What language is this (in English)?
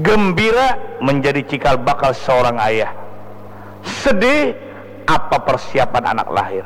Banjar